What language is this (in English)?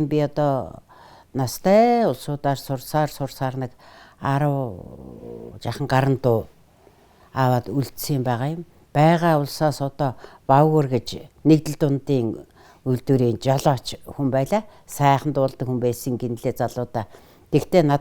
Mongolian